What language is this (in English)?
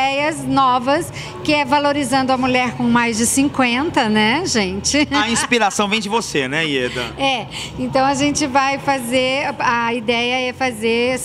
Portuguese